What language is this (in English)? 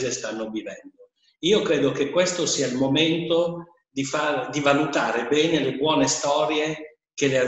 Italian